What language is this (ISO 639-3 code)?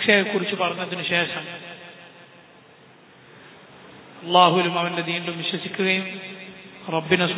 mal